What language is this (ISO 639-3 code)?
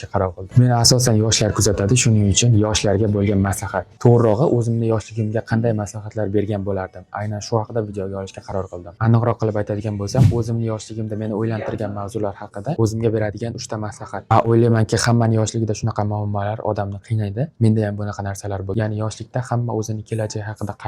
uzb